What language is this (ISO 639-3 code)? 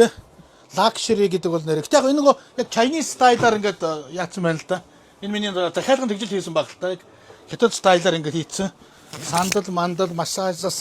mon